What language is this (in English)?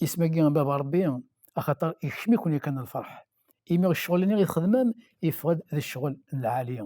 Kabyle